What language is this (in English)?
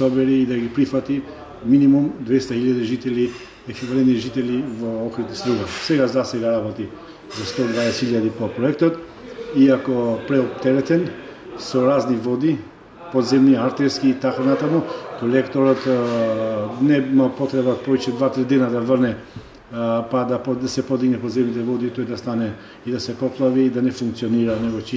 Macedonian